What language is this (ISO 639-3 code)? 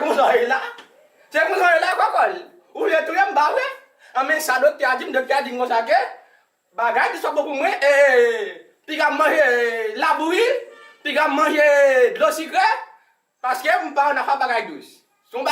hat